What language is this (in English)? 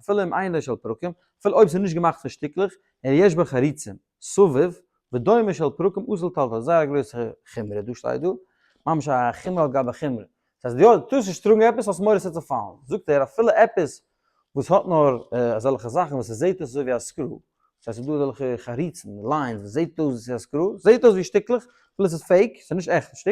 Yiddish